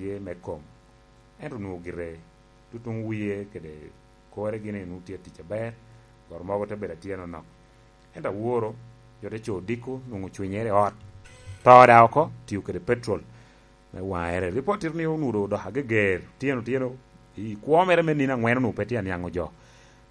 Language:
Lango (Uganda)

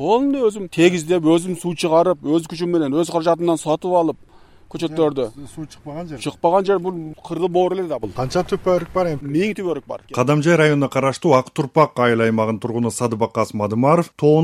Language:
Kyrgyz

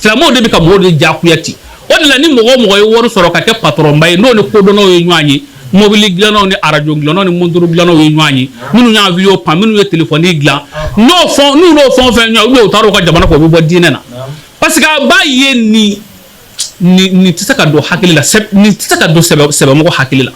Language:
Bambara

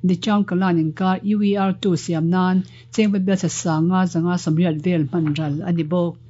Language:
Mizo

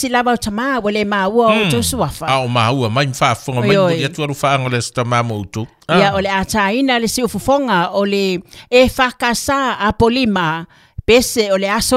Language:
Samoan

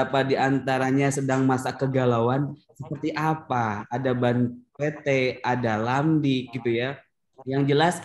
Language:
Indonesian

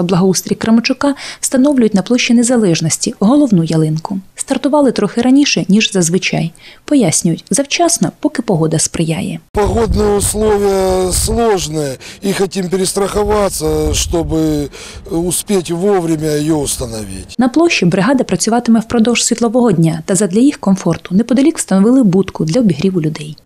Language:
Ukrainian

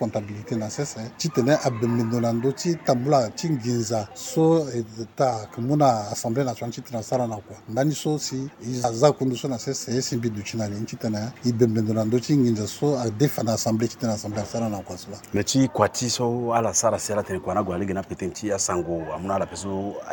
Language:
Sango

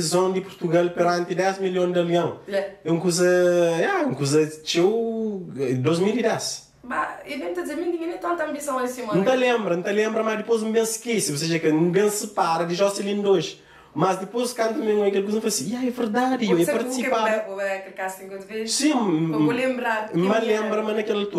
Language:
Kabuverdianu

